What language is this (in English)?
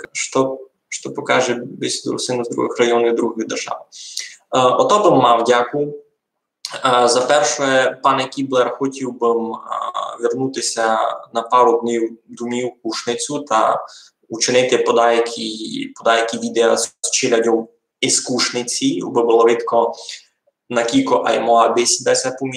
Rusyn